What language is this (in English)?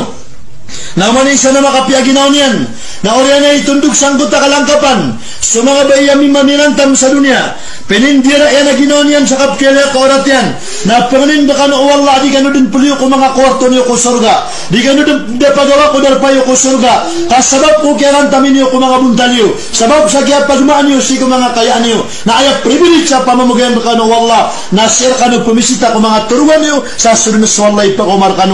Maranao